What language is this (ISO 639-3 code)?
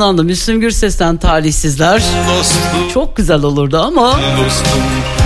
tur